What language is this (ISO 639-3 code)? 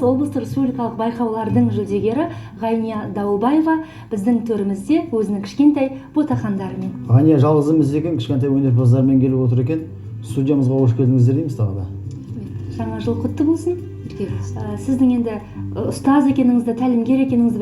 kaz